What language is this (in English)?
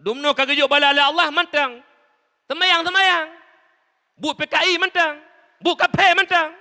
Achinese